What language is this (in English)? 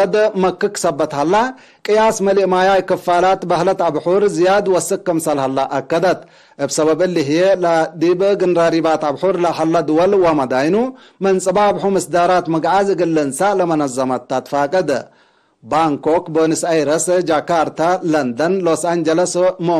Tigre